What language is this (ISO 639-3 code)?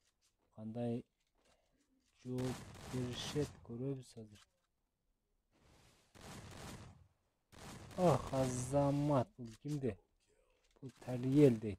kir